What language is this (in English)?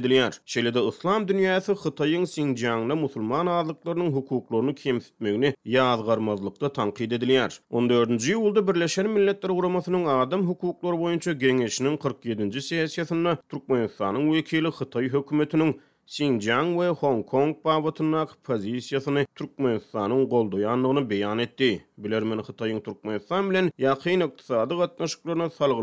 Turkmen